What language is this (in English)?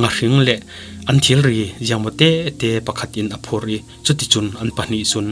Falam Chin